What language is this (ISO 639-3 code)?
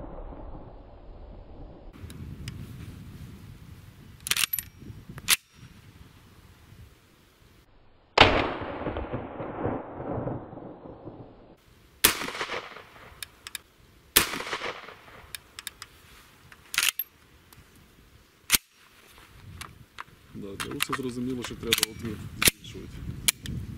ukr